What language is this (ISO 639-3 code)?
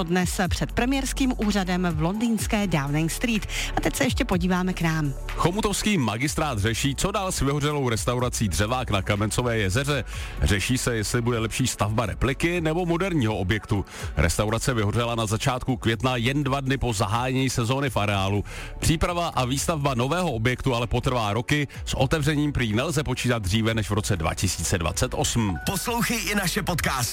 ces